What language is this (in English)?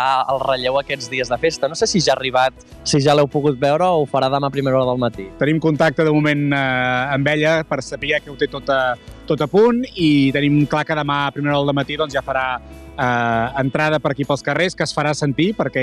Catalan